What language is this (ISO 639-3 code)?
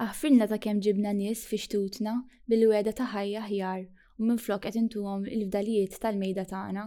mlt